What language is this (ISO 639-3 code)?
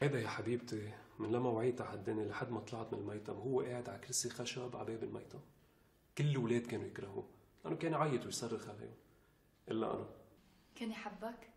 apc